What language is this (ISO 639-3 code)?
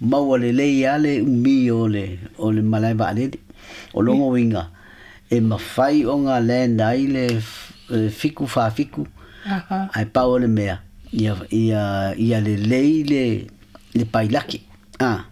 smo